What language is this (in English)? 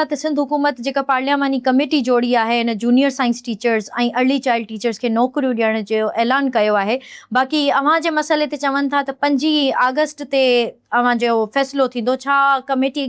Sindhi